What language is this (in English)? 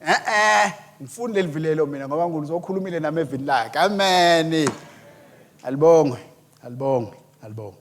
Swati